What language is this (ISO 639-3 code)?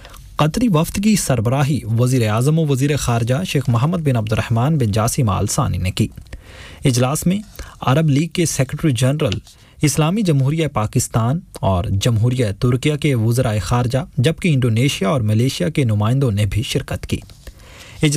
urd